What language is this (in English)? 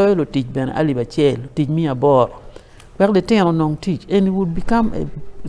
Acoli